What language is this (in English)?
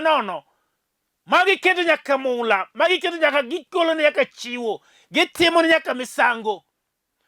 Luo (Kenya and Tanzania)